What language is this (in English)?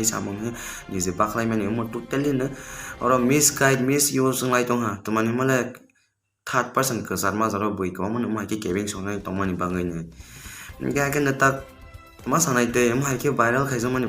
Riang (India)